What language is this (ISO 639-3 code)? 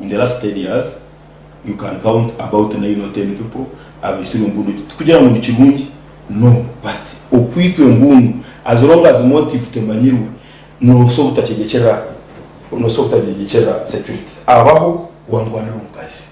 nyn